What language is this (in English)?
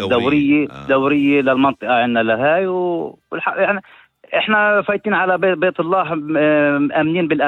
North Levantine Arabic